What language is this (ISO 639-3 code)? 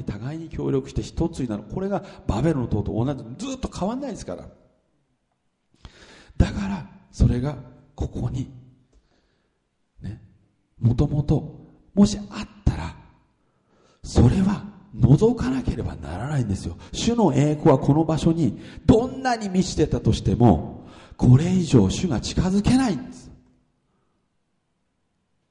jpn